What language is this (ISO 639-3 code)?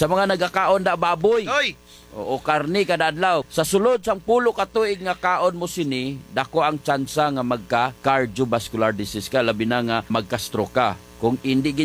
hil